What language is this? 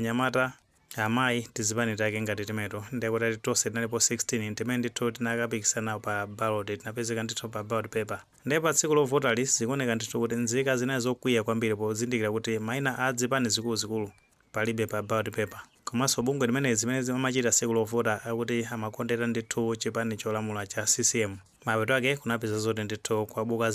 Nyanja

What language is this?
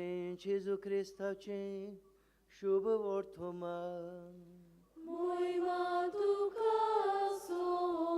Konkani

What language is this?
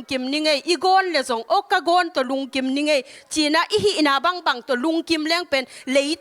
Tedim Chin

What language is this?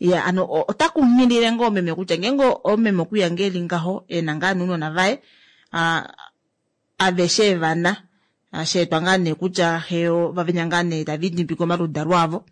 Kuanyama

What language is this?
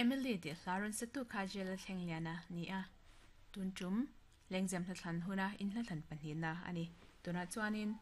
Mizo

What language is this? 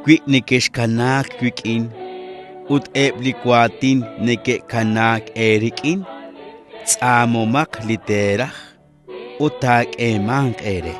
Kekchí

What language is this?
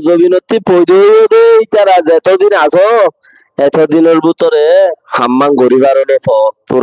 Rohingya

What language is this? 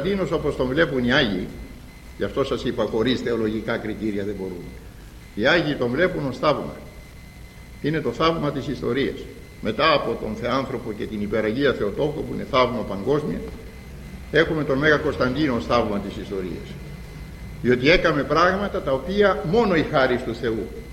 Greek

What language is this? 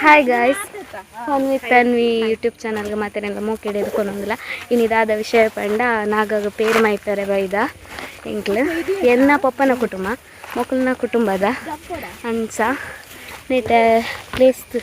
Tulu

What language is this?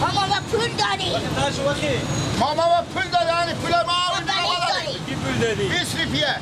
Persian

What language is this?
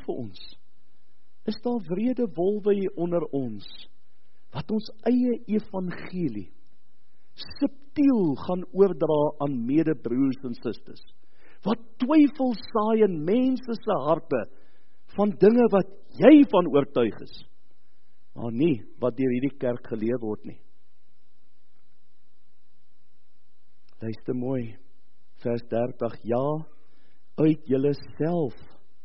Afrikaans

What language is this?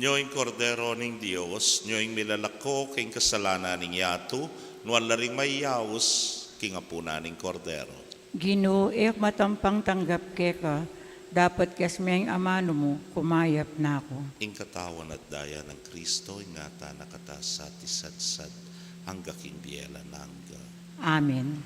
Pampanga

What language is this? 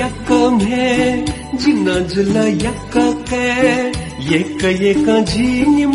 Newari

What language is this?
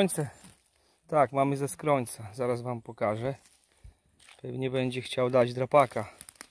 Polish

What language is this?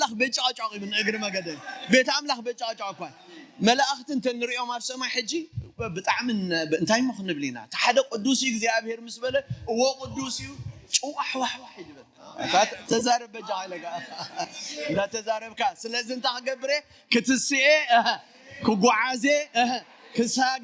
Tigrinya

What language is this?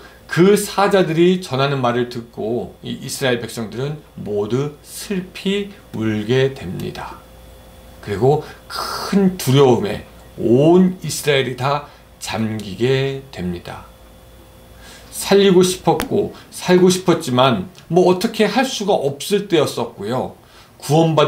Korean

